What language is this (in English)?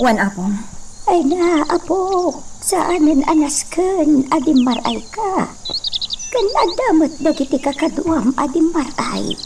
Iloko